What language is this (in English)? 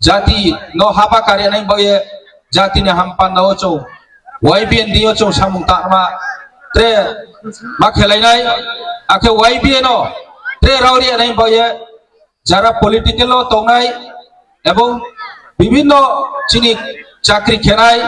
Riang (India)